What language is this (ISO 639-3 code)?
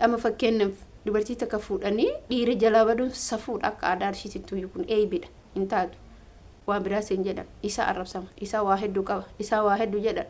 orm